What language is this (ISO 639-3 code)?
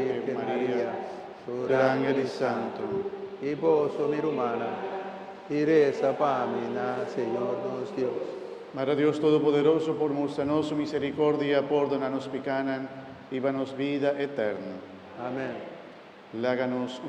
pap